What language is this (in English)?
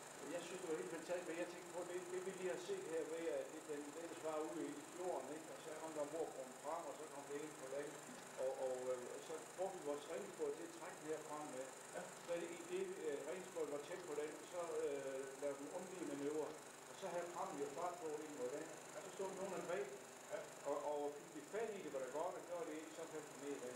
Danish